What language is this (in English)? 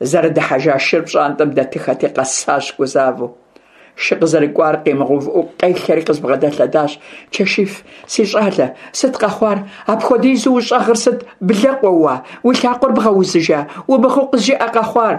Kabardian